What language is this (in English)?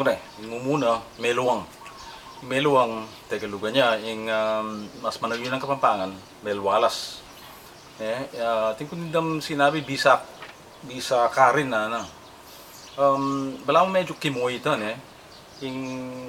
Pampanga